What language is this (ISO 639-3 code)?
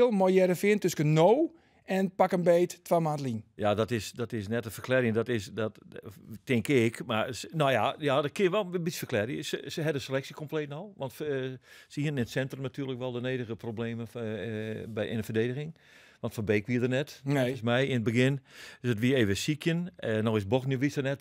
fry